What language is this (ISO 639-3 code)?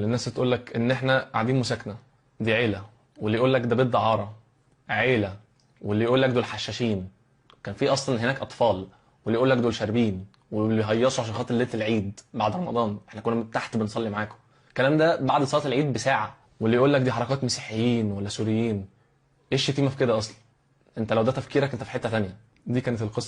arz